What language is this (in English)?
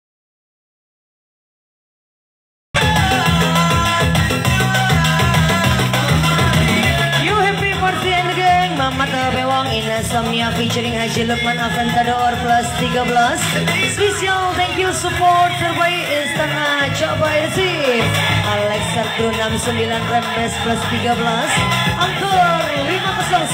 Indonesian